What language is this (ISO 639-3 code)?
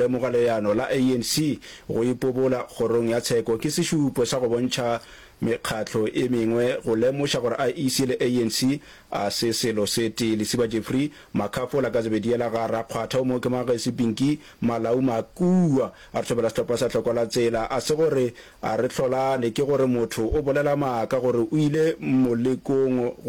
nso